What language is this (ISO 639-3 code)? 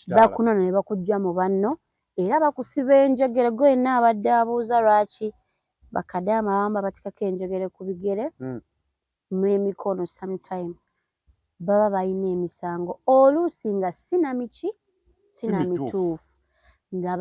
lug